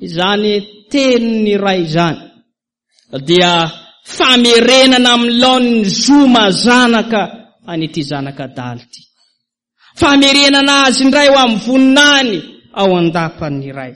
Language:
Malagasy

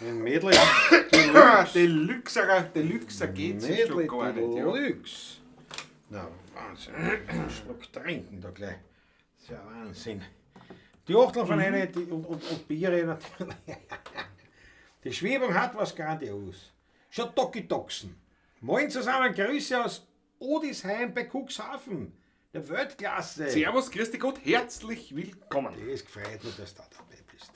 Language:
Bavarian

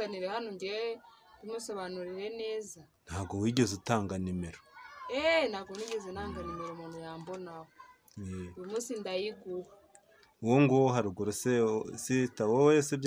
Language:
Kinyarwanda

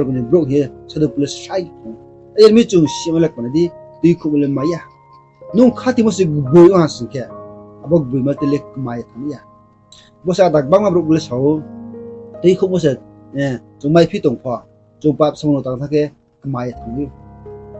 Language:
Riang (India)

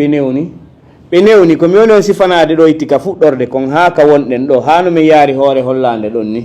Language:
Fula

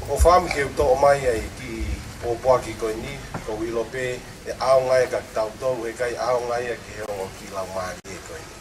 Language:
Tongan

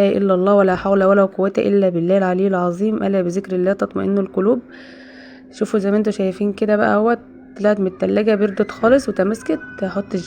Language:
Egyptian Arabic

